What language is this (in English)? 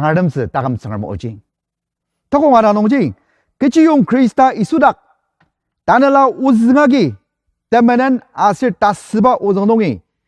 Ao Naga